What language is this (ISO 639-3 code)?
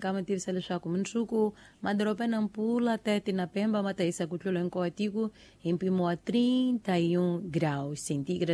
tso